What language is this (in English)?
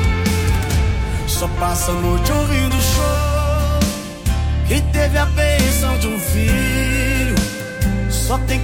Portuguese